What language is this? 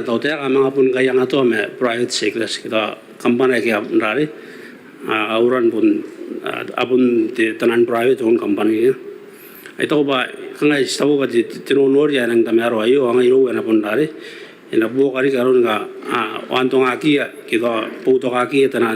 Gilbertese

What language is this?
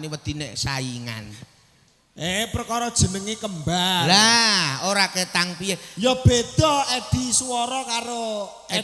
Javanese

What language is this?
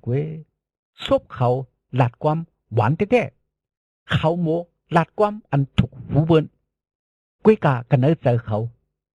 Shan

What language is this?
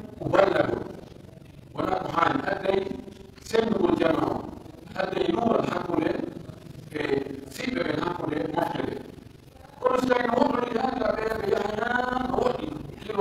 Pular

